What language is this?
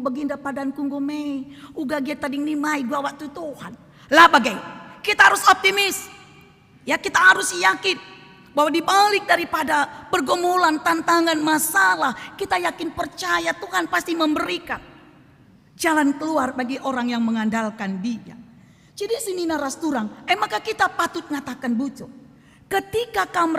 Batak Karo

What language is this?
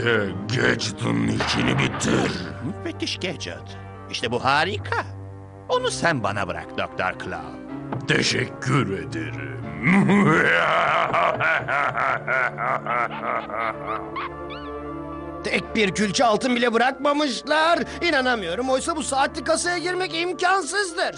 Turkish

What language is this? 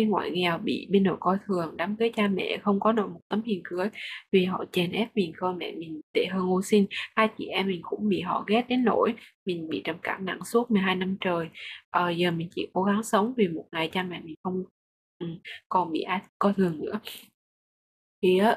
Vietnamese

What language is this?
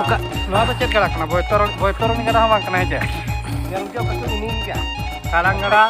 Santali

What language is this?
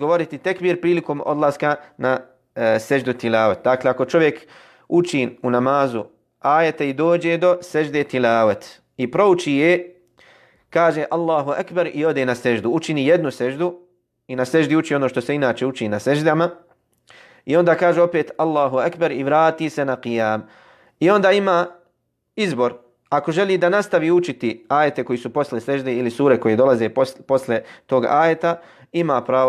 Bosnian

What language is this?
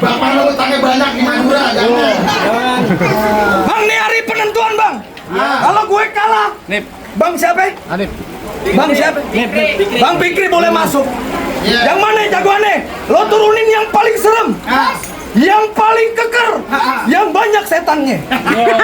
Betawi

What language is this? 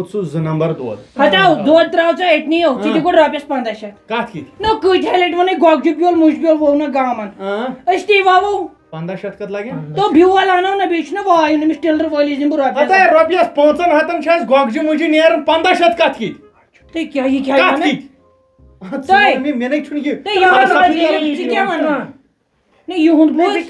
Kashmiri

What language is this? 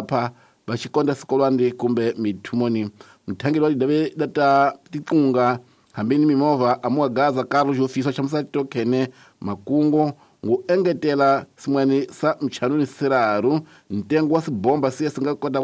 Tsonga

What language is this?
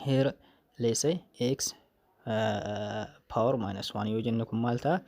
Oromo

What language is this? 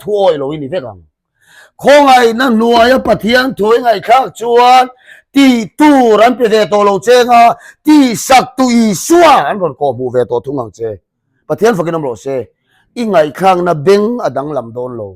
Mizo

